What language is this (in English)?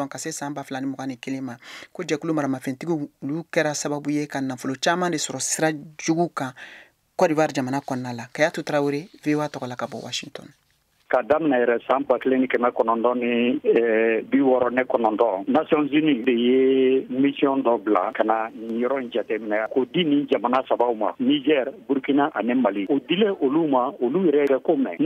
Bambara